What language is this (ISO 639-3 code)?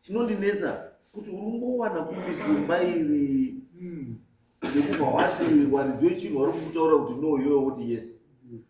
sna